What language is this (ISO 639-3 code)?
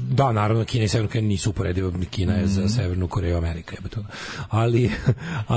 srp